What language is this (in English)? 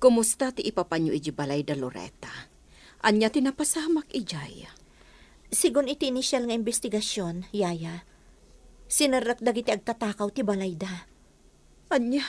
Iloko